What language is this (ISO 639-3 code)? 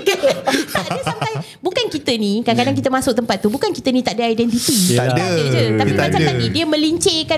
msa